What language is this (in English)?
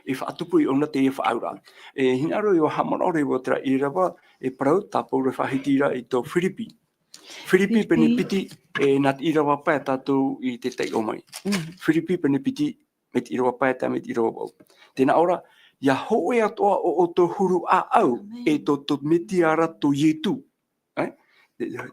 Tahitian